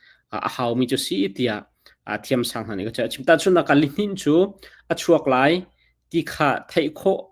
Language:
Hakha Chin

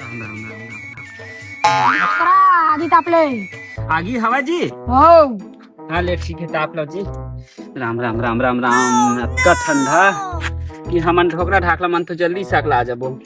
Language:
Chhattisgarhi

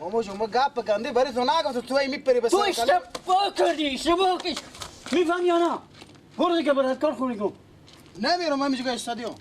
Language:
Persian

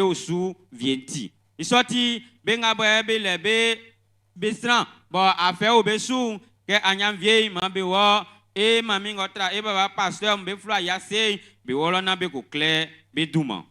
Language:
Baoulé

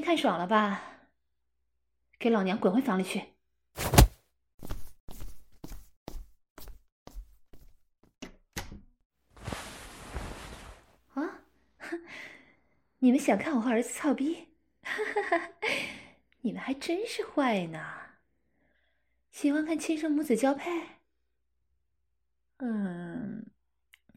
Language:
Chinese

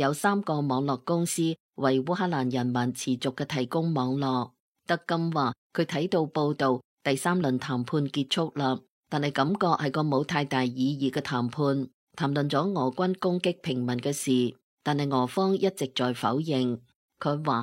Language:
Cantonese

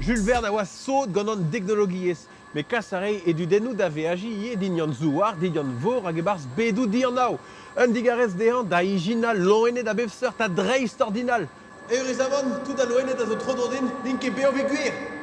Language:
Breton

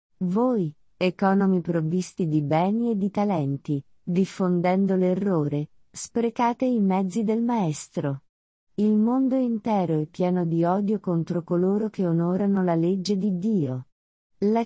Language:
Italian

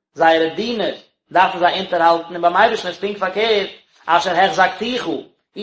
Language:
Yiddish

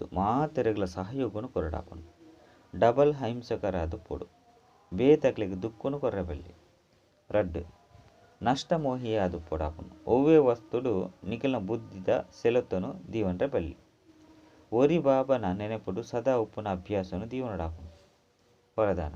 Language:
Tulu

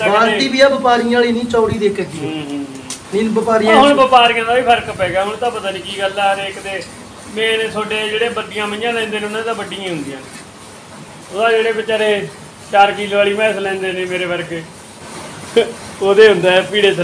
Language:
Punjabi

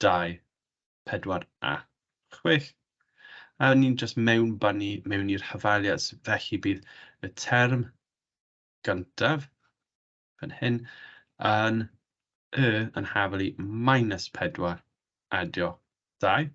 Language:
Welsh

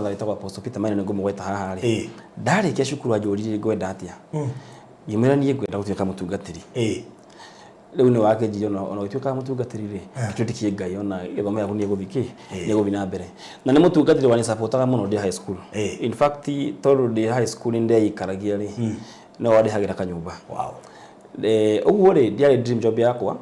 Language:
Kikuyu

